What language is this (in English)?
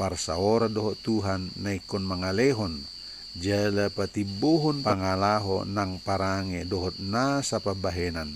Batak Toba